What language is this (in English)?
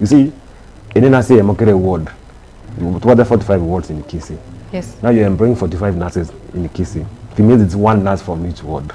Gusii